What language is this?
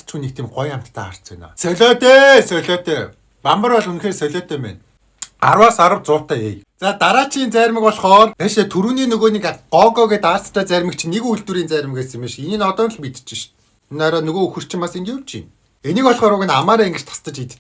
Mongolian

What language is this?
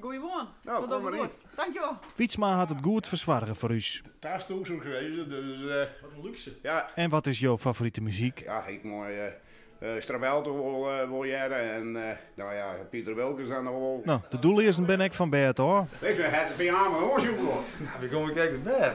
Western Frisian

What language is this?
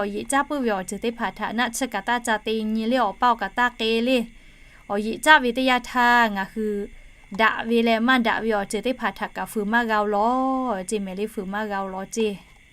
Lahu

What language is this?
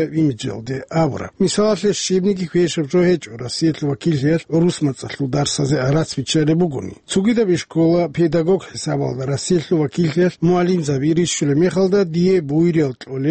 Avaric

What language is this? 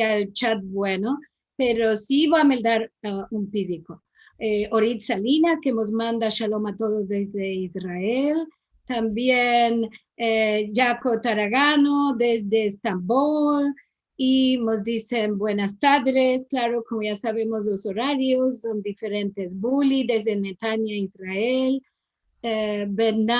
Ladino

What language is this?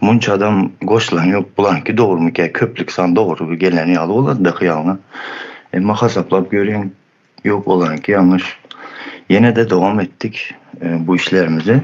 Turkmen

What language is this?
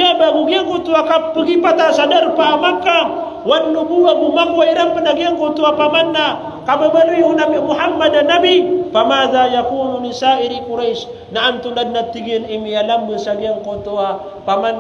Maranao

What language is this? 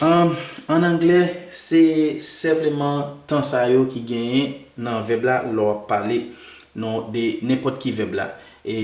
Haitian Creole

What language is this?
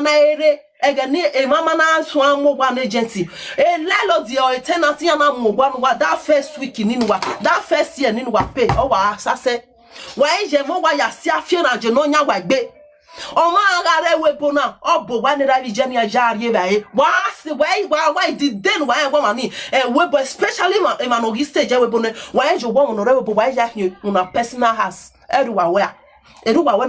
Nigerian Pidgin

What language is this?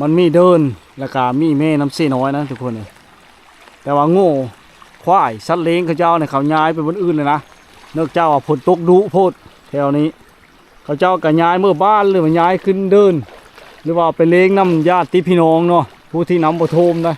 Lao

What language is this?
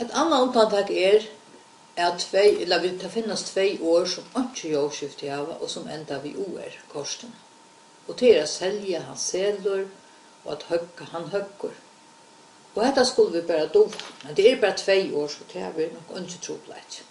Faroese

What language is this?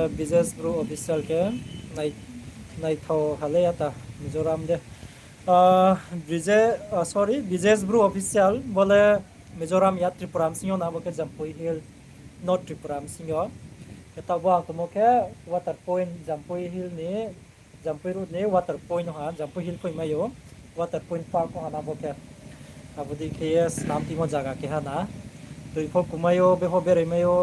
Riang (India)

